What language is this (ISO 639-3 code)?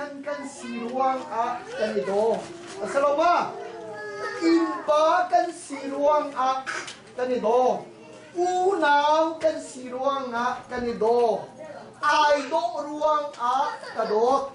cnh